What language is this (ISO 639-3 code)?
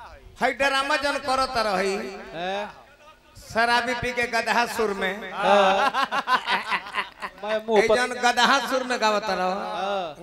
bho